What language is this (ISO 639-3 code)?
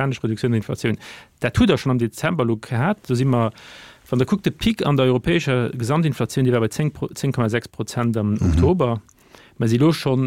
ltz